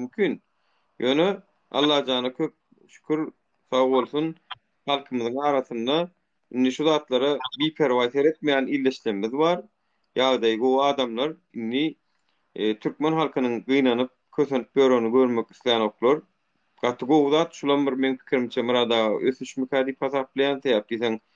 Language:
Turkmen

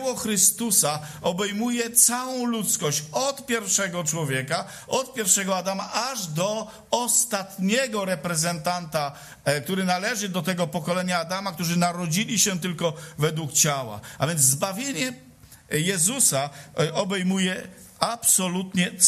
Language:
Polish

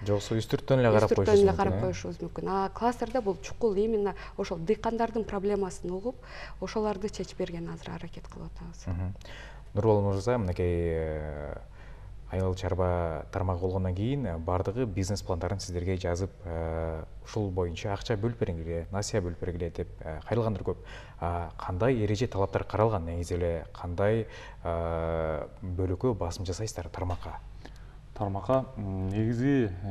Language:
Kyrgyz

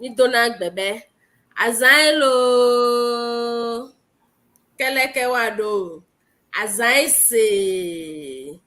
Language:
Ewe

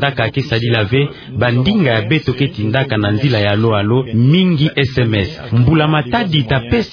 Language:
Kituba (Democratic Republic of Congo)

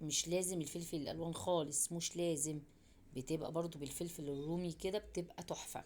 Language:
Egyptian Arabic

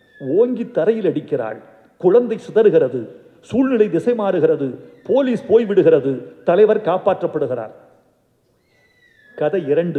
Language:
Tamil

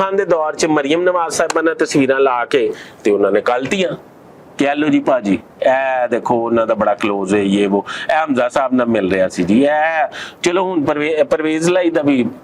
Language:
Western Panjabi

